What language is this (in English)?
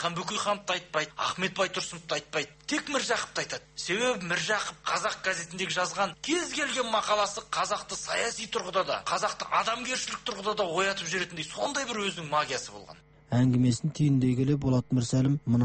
Kazakh